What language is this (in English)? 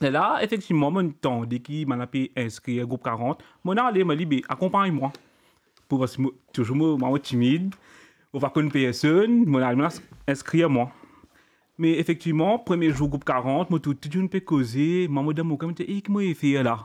Morisyen